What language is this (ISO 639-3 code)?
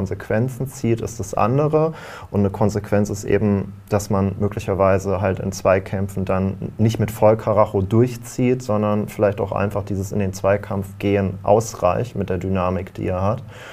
deu